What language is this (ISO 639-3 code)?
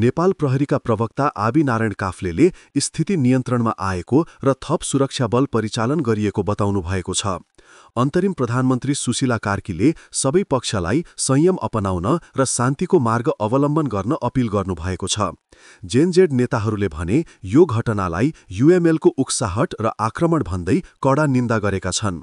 nep